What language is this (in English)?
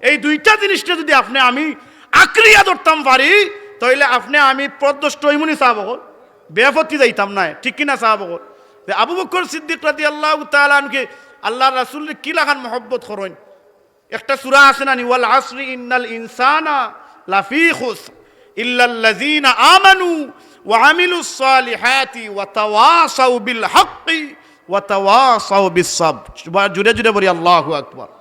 Sylheti